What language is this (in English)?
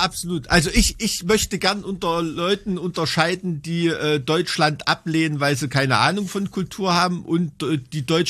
German